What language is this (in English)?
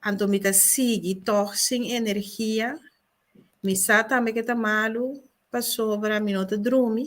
Papiamento